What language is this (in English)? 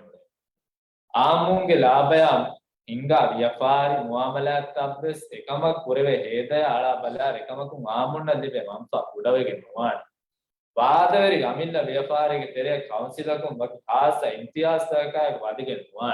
Divehi